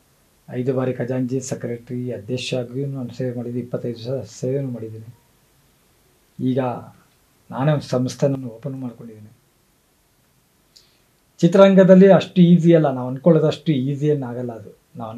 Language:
Kannada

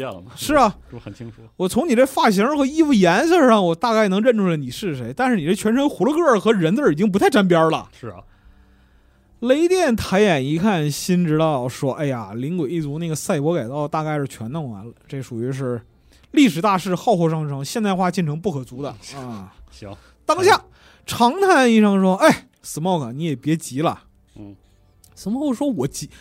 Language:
Chinese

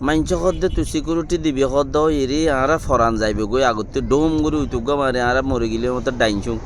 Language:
Rohingya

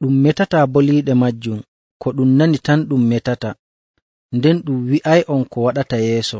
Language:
Nigerian Fulfulde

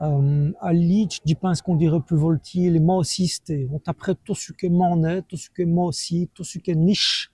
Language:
Walloon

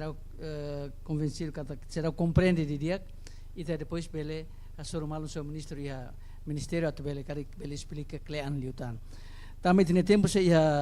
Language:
Tetum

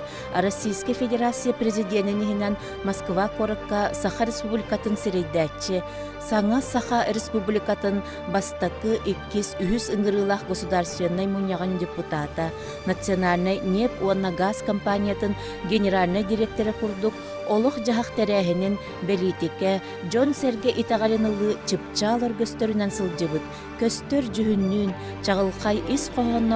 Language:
Yakut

